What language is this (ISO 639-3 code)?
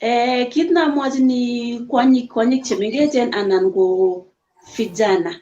kln